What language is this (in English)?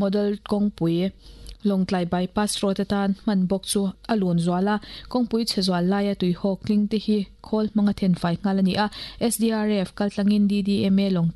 Mizo